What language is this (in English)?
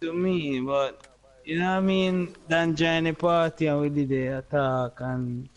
Jamaican Creole English